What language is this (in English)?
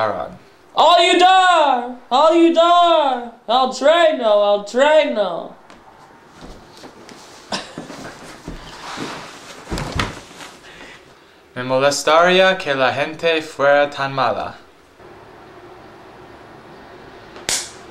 Spanish